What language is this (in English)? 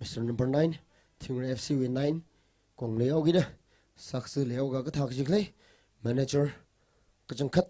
Tangkhul Naga (India)